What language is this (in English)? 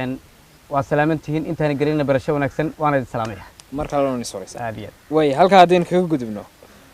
Somali